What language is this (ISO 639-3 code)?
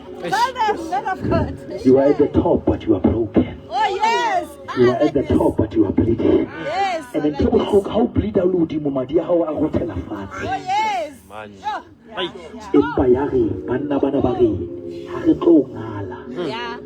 sot